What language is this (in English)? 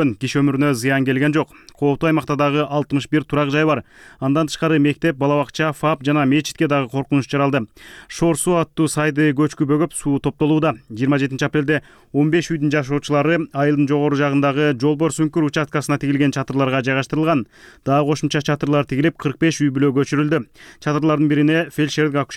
Kyrgyz